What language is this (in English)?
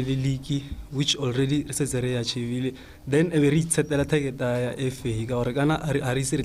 Tswana